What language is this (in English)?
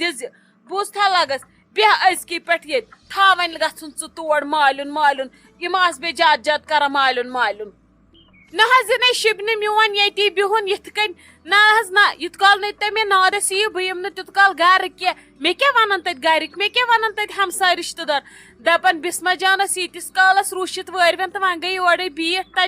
Kashmiri